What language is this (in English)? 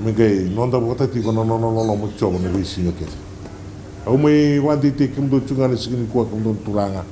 Fijian